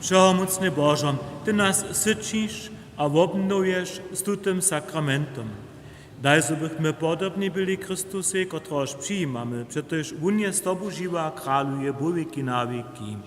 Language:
Upper Sorbian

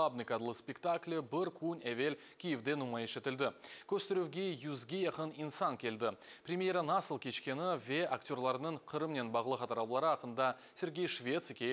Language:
Crimean Tatar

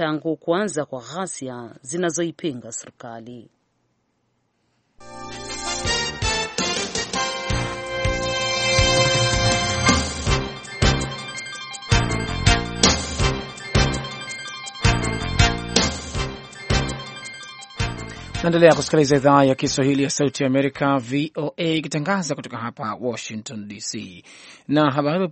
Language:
Swahili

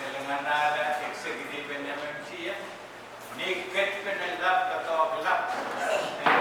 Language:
Pohnpeian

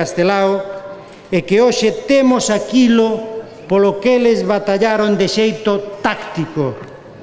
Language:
Galician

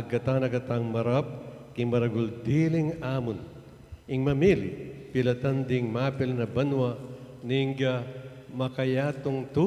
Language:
Pampanga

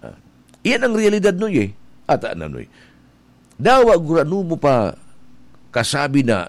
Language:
Bikol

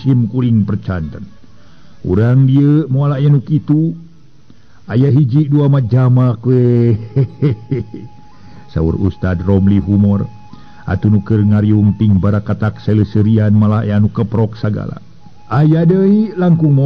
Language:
Sundanese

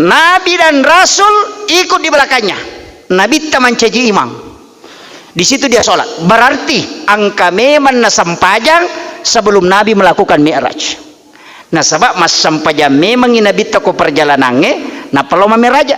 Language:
Buginese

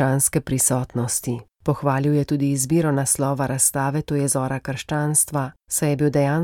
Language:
Slovenian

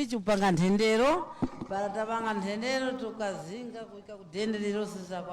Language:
Nyanja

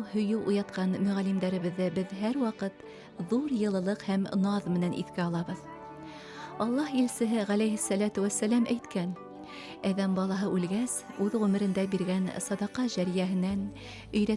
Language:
Bashkir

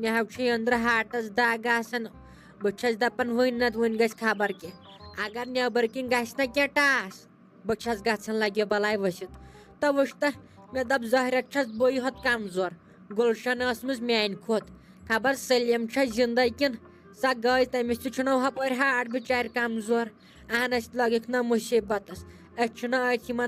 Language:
Kashmiri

